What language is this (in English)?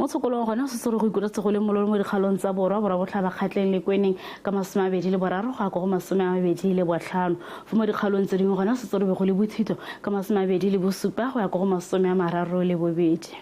Tswana